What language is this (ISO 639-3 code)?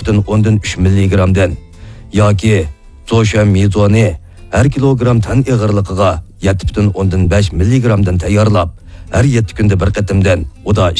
uig